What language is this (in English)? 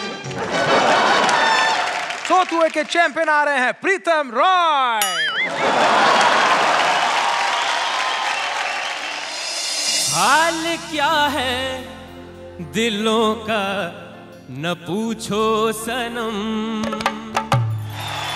Hindi